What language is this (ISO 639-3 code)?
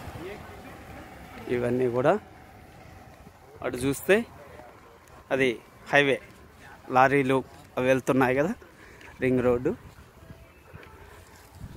tel